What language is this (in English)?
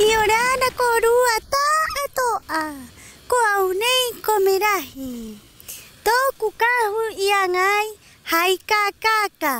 Rapanui